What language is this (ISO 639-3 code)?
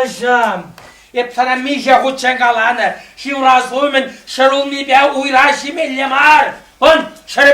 chv